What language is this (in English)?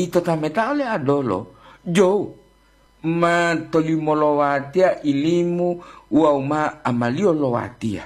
Gorontalo